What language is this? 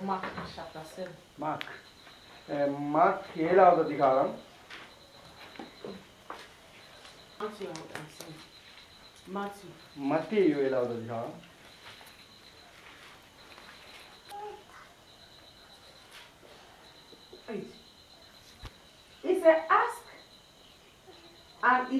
Tamil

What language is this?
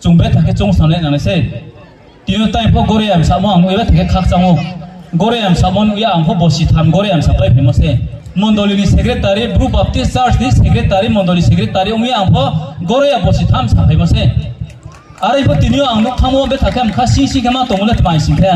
Riang (India)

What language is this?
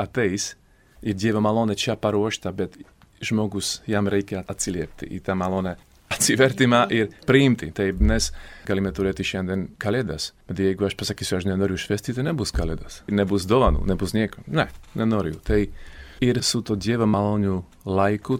Lithuanian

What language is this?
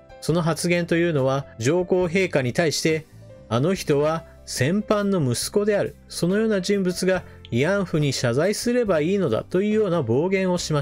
Japanese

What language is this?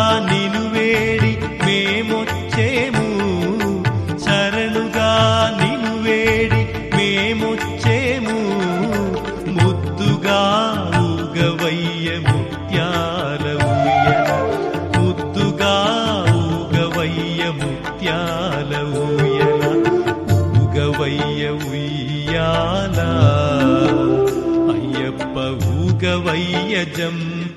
Telugu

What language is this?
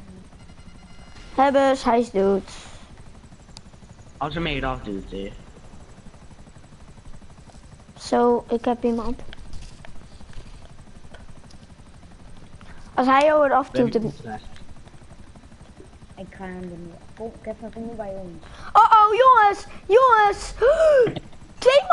Dutch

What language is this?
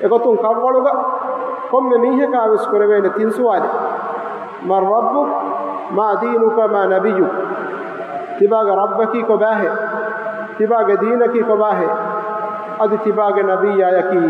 Divehi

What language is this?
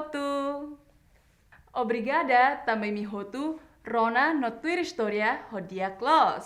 Tetum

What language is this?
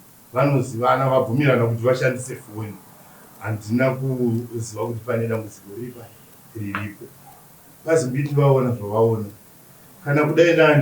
Shona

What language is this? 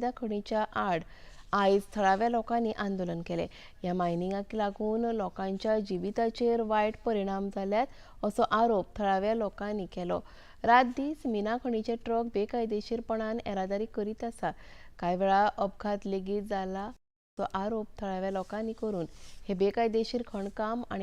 Konkani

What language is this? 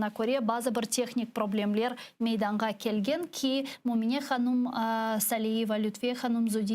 Crimean Tatar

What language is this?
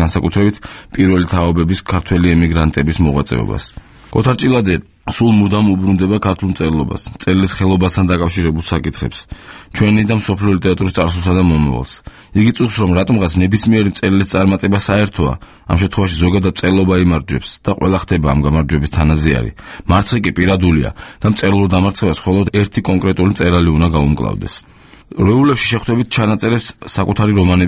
Georgian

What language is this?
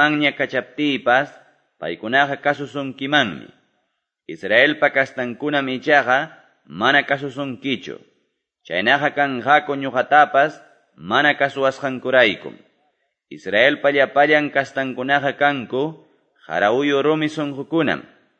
Quechua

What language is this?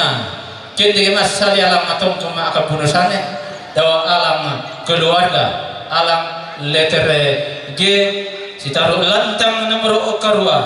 Toraja-Sa'dan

